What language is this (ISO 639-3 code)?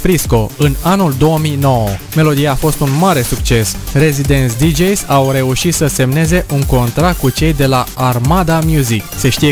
ron